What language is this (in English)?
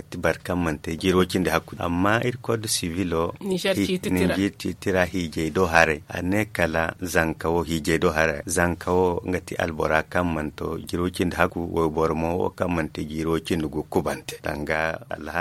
Zarma